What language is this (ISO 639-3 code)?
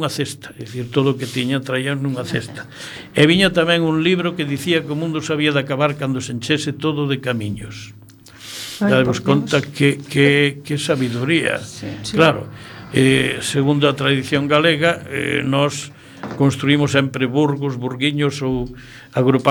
glg